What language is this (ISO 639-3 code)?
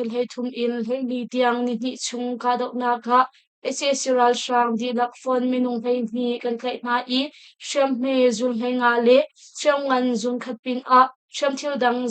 cnh